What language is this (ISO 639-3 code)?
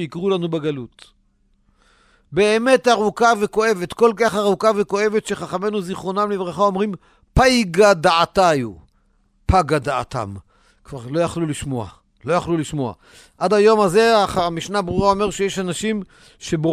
heb